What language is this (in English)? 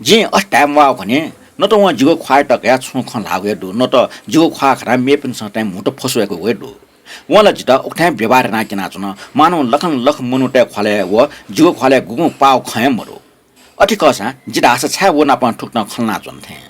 Newari